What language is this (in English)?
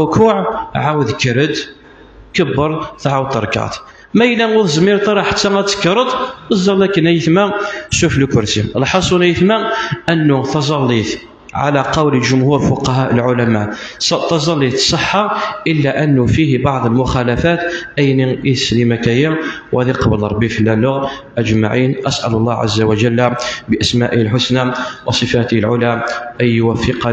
Kabyle